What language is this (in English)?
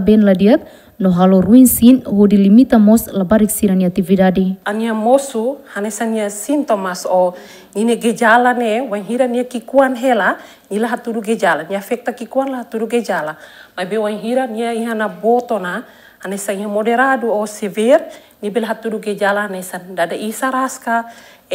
Tetum